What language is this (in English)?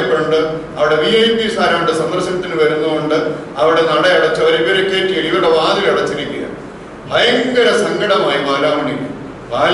Malayalam